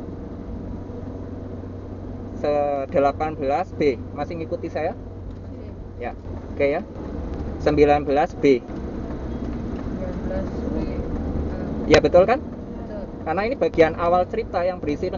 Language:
Indonesian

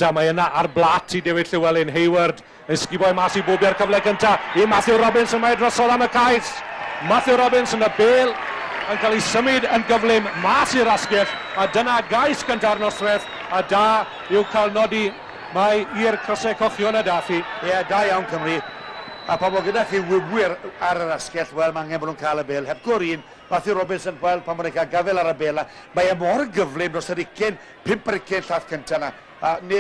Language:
Welsh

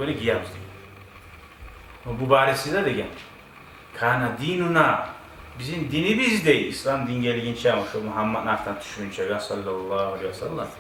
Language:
Kumyk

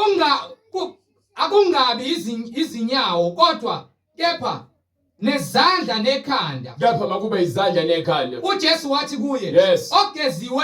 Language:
Zulu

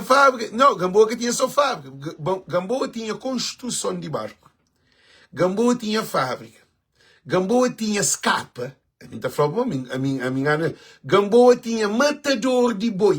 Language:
Kabuverdianu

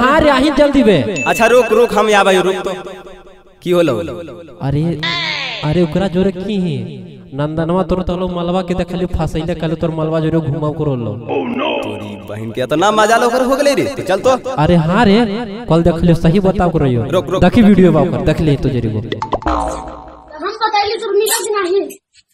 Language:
Magahi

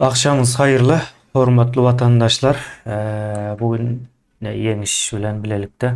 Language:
Turkmen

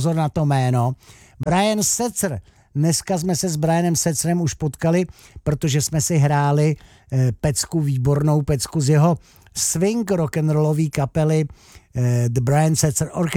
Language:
Czech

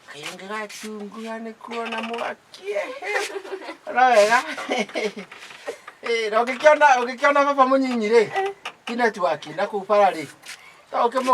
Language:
Kikuyu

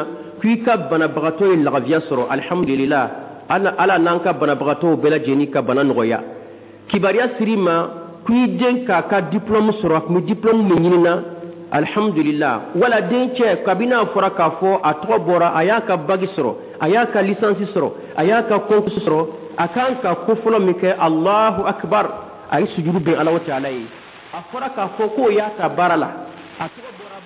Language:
Dyula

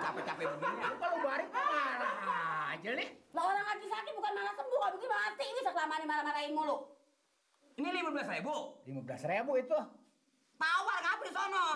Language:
Betawi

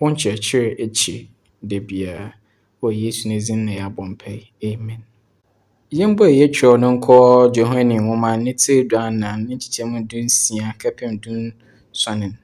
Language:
Akan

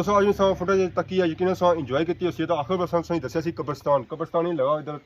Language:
Pahari-Potwari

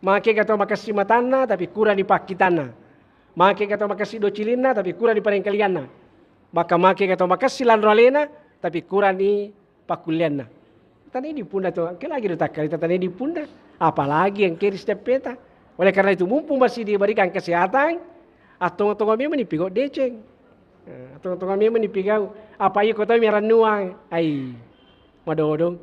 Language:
Buginese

